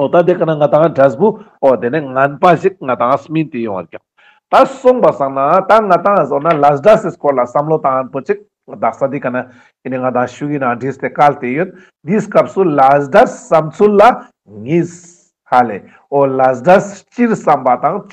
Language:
Ladakhi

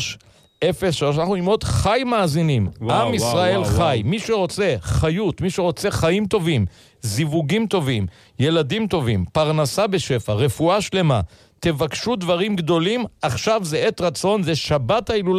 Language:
Hebrew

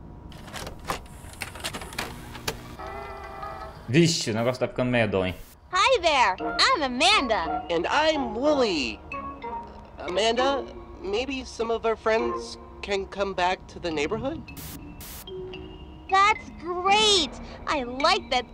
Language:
Portuguese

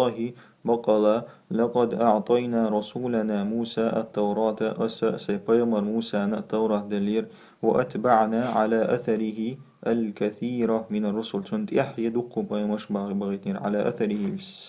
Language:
Chechen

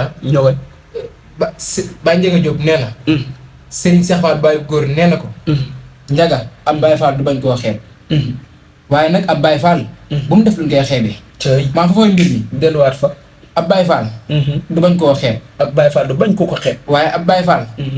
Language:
Wolof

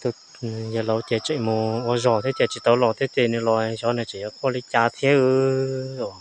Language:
Hmong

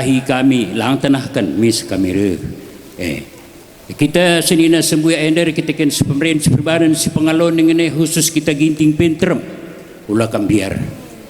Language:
Batak Karo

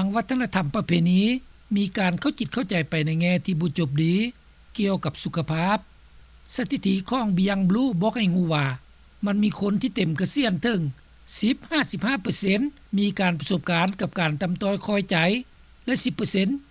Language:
Lao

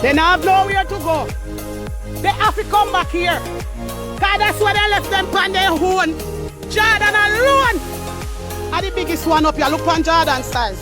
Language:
Jamaican Creole English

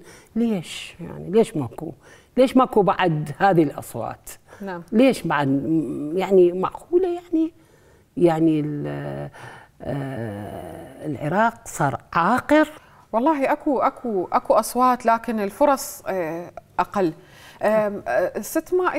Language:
Mesopotamian Arabic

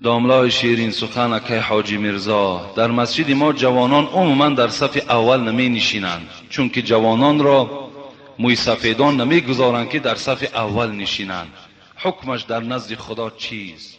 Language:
Tajik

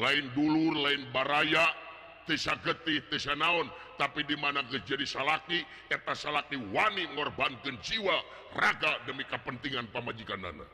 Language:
Sundanese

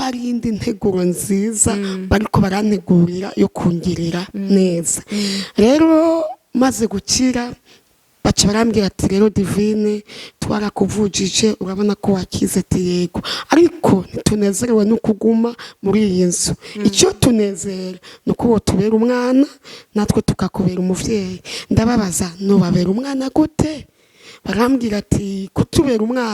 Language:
Rundi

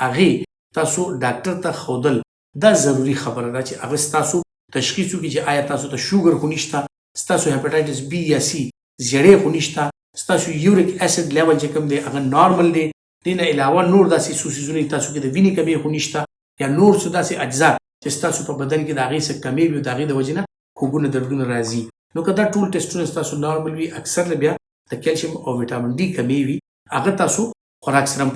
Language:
Pashto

